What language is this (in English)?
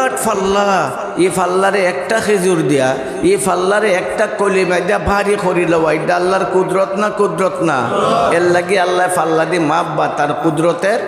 Sylheti